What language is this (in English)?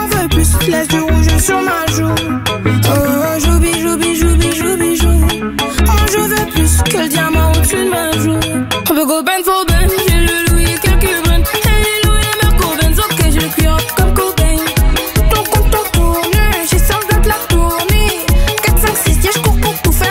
French